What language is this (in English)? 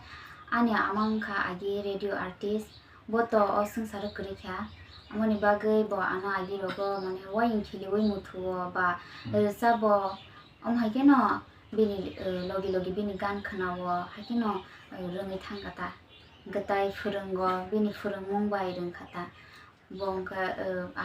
Kok Borok